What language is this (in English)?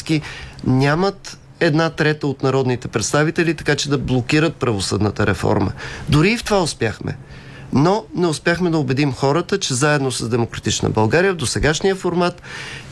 Bulgarian